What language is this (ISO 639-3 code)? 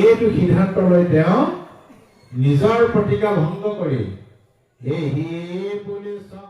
asm